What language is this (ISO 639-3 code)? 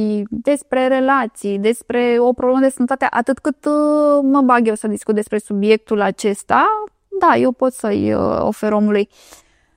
ron